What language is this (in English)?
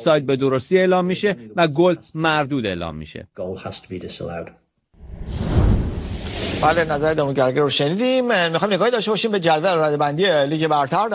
Persian